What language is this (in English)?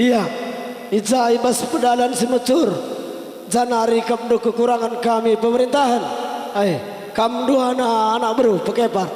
Batak Karo